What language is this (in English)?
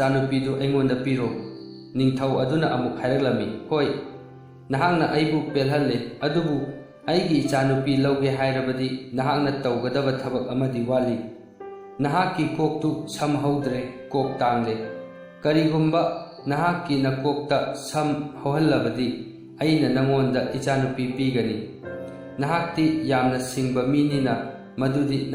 Manipuri